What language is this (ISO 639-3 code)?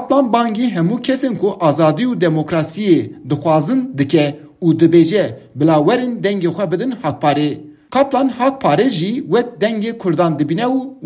kur